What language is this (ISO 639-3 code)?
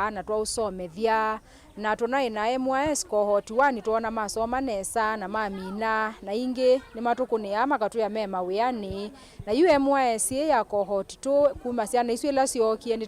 kam